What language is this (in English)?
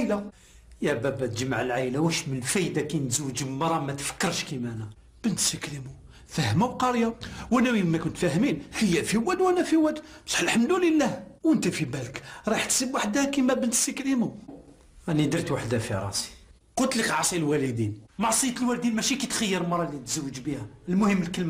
Algerian Arabic